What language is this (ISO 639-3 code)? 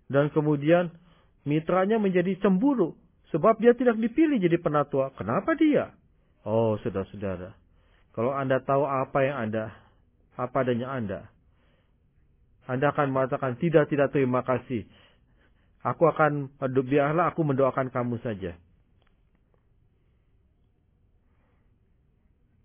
ind